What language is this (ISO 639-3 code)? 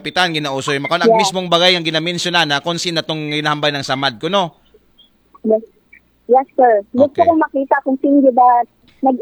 akl